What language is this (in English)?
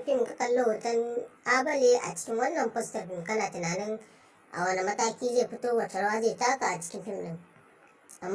Hausa